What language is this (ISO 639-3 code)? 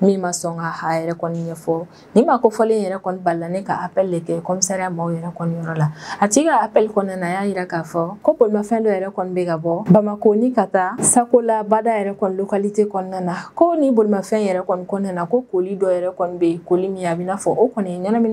bam